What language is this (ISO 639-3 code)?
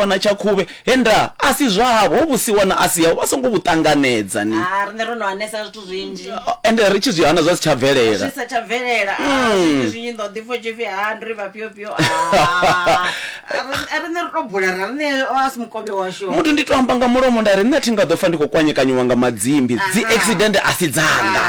ven